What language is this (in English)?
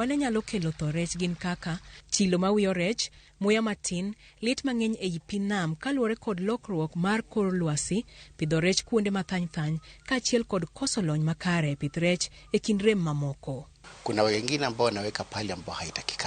Luo (Kenya and Tanzania)